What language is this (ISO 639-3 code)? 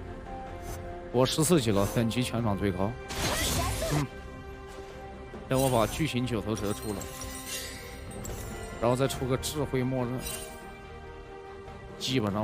zho